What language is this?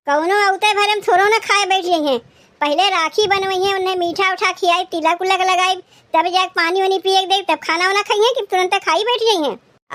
Awadhi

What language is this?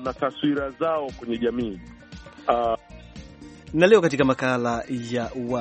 Swahili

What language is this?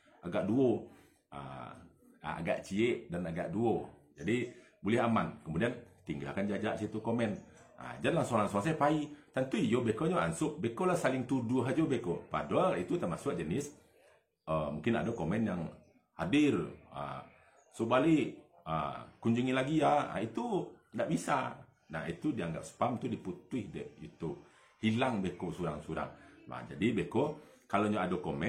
Minangkabau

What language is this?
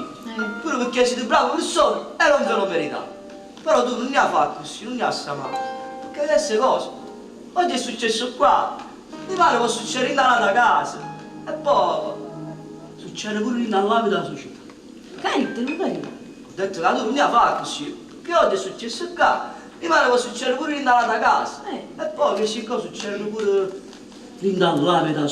Neapolitan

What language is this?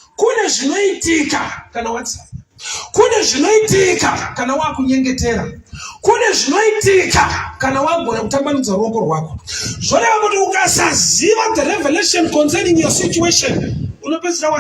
Shona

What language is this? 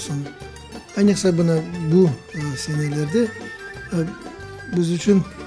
Crimean Tatar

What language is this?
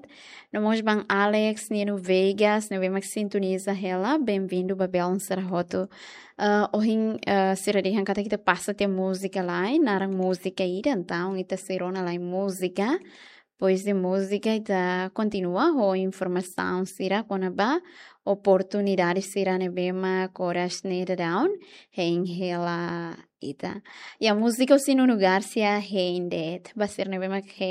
Tetum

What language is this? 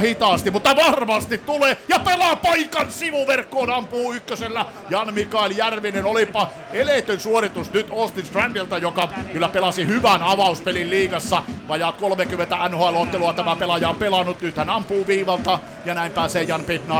Finnish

